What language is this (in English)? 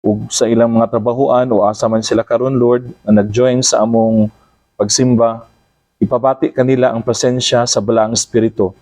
Cebuano